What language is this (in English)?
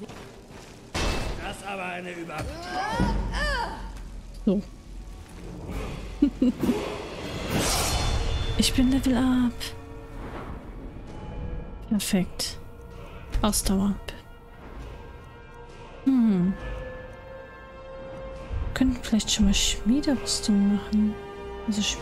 German